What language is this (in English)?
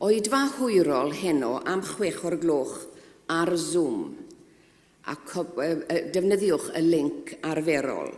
Welsh